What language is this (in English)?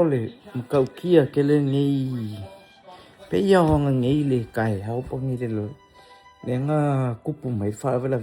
Samoan